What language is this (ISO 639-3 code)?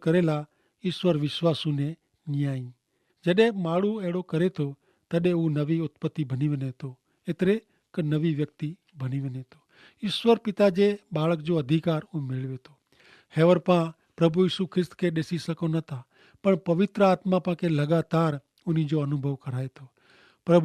kfr